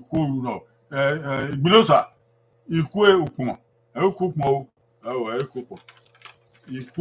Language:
Bini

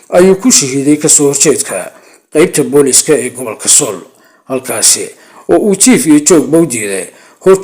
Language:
Somali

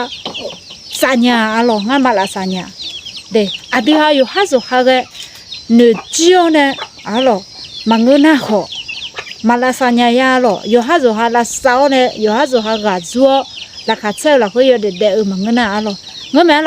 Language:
Akha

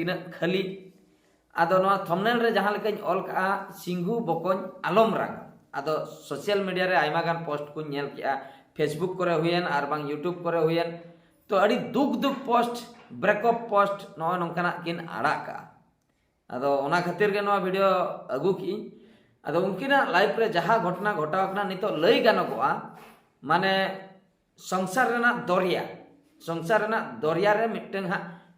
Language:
Santali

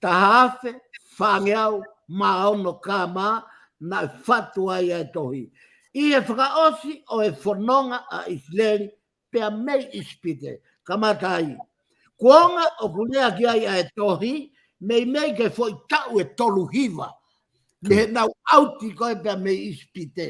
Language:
Tongan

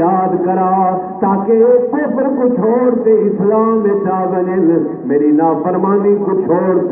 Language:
Saraiki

